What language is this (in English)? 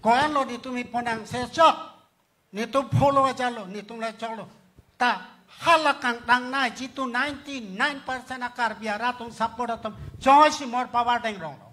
Karbi